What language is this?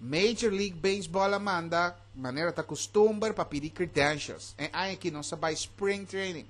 Papiamento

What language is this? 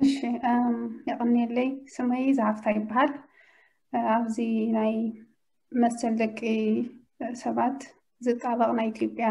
Tigrinya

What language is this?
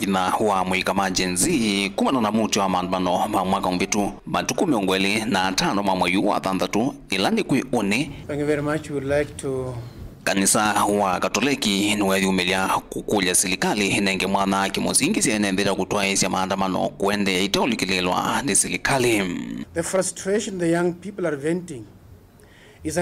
Kamba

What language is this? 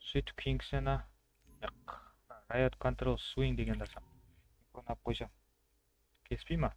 Kara-Kalpak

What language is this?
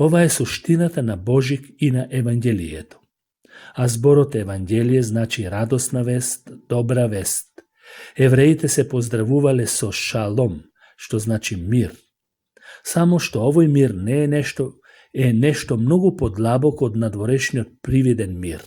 Macedonian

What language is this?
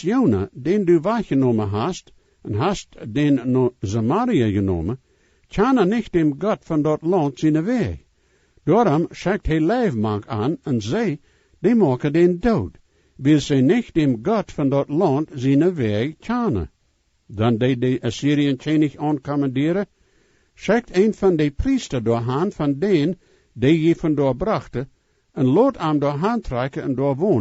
Plautdietsch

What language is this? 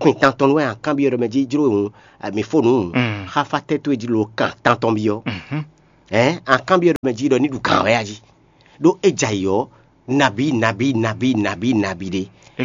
Fon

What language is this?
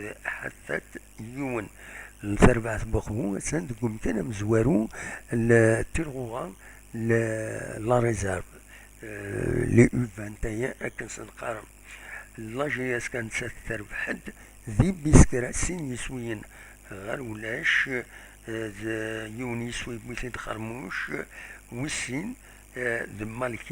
Kabyle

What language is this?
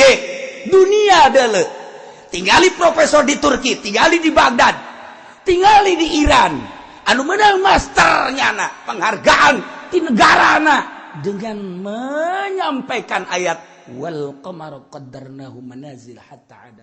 Sundanese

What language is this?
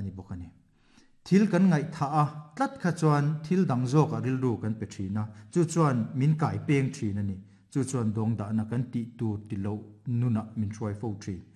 Mizo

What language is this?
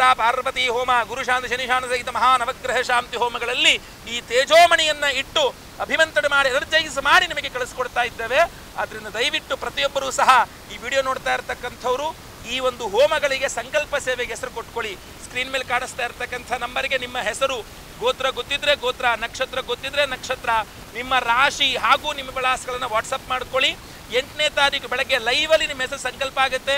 Kannada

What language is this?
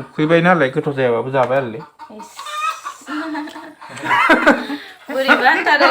Bodo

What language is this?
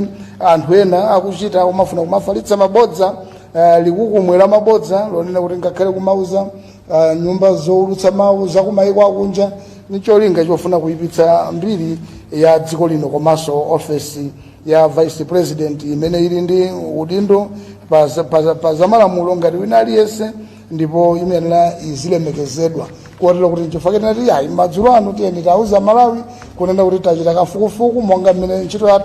Nyanja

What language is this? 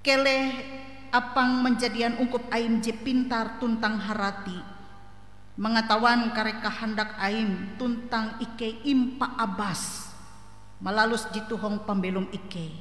Ngaju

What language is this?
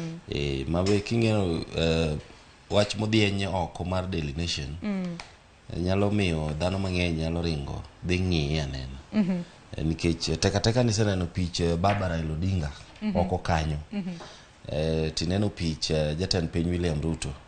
Luo (Kenya and Tanzania)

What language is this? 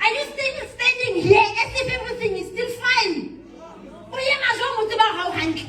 Southern Sotho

